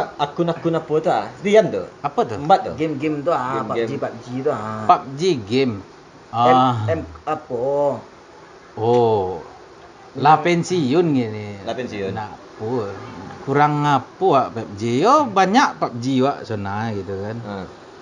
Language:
Minangkabau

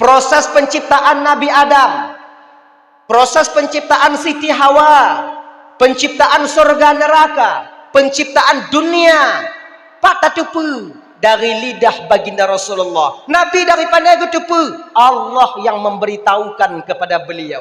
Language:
Achinese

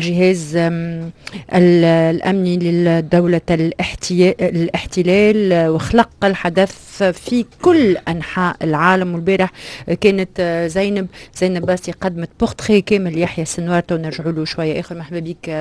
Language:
Tunisian Arabic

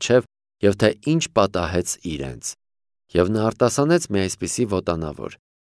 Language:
Armenian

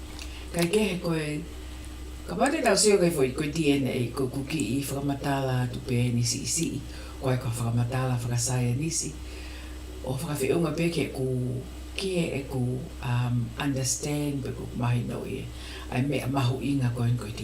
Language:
Tongan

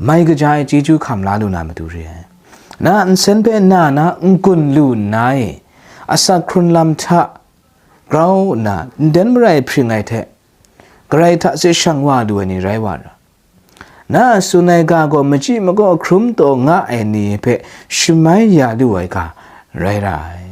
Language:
Kachin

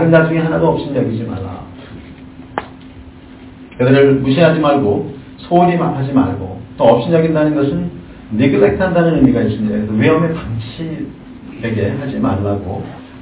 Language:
Korean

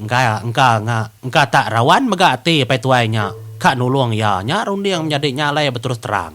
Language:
Iban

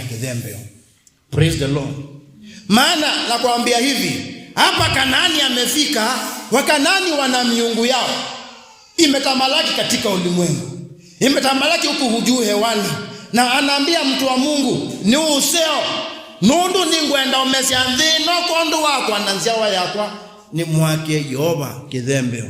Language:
Kamba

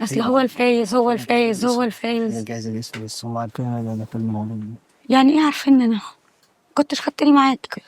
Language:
Egyptian Arabic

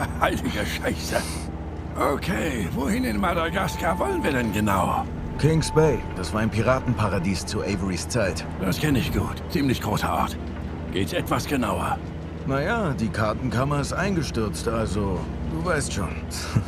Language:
Bavarian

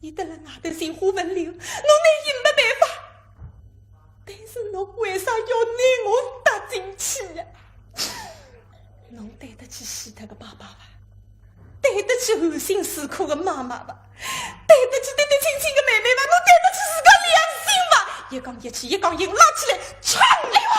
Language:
Wu Chinese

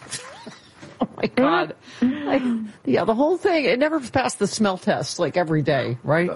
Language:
English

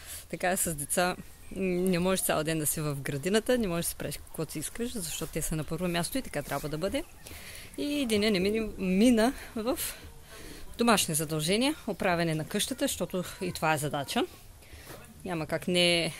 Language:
Bulgarian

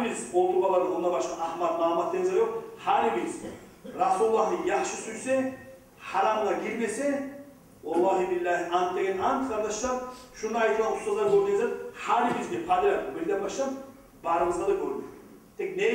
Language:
Kumyk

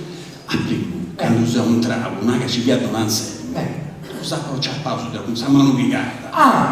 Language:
Sardinian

